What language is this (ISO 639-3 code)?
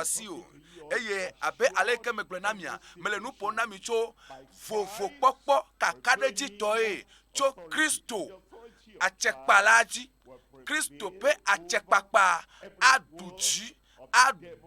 ewe